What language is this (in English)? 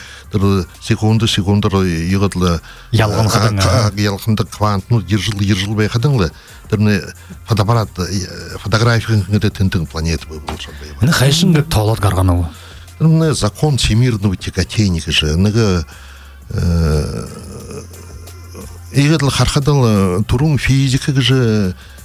Buriat